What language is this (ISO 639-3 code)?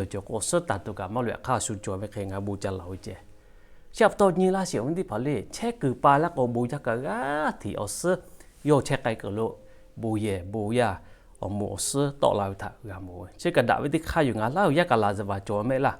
lhu